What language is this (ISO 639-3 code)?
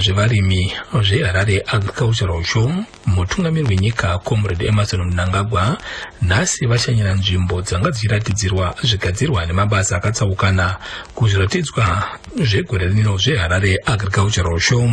sna